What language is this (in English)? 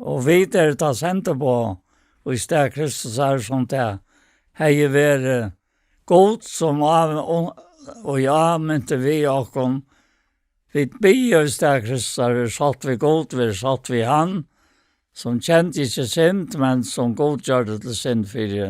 Faroese